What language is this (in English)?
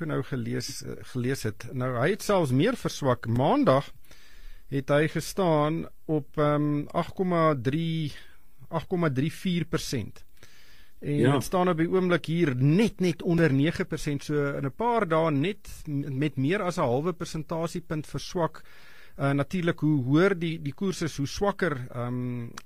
Afrikaans